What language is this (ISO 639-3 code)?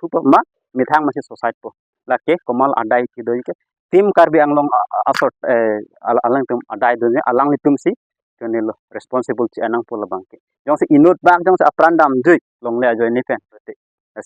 mjw